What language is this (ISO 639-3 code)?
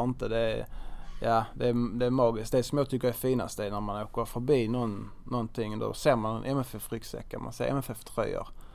swe